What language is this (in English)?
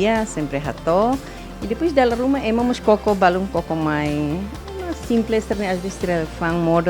Tetum